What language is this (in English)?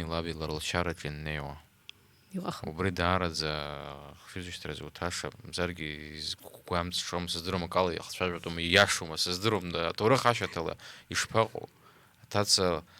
Abkhazian